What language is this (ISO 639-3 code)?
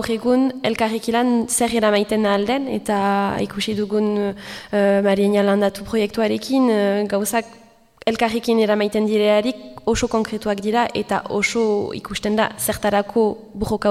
eus